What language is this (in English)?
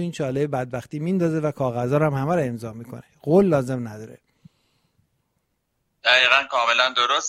Persian